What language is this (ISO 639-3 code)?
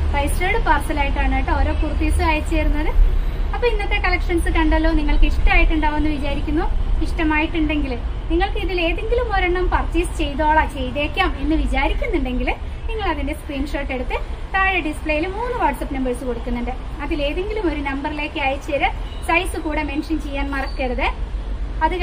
mal